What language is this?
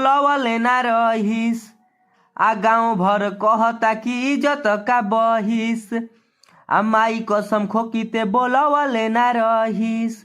Bhojpuri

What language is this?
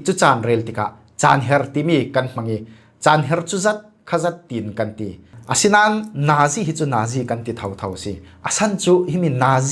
Falam Chin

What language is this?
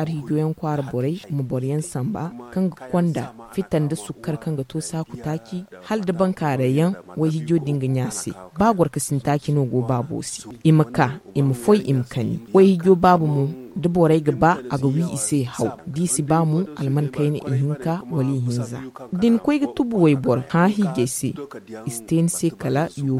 Zarma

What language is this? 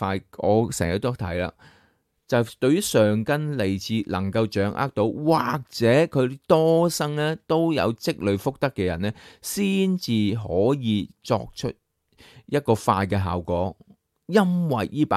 Cantonese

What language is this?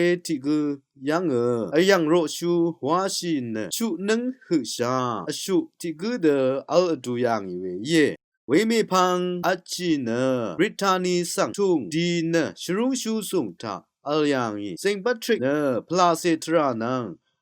Rawang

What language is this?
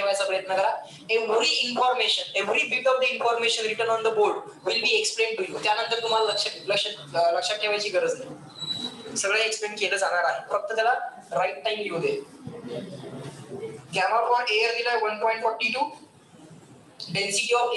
Marathi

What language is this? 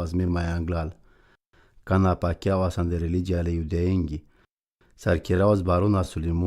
Romany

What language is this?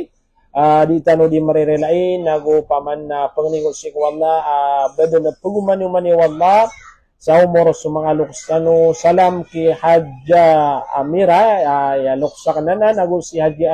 Maranao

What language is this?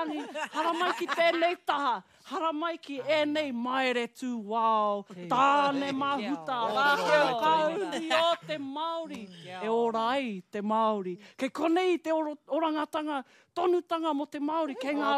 Māori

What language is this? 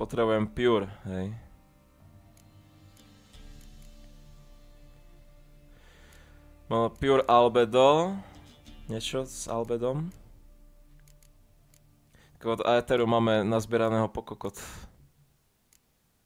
Slovak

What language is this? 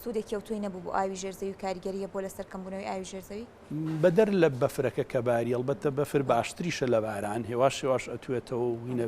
Central Kurdish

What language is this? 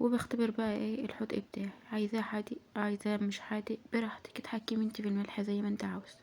Egyptian Arabic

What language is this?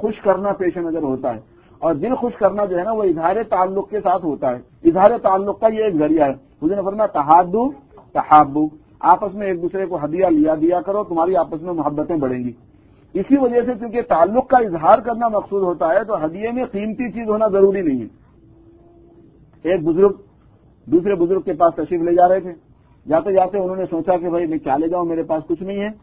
Urdu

